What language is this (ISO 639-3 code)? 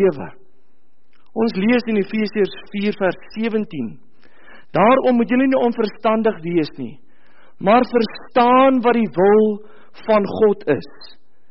afr